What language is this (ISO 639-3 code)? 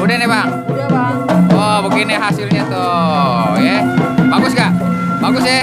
bew